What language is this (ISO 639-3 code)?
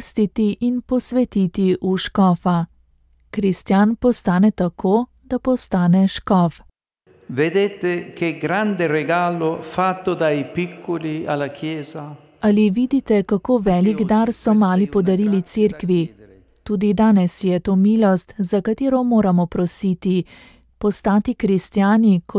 slv